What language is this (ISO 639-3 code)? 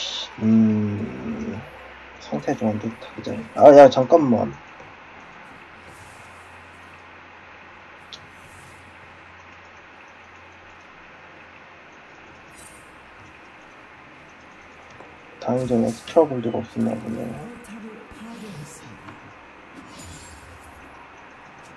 kor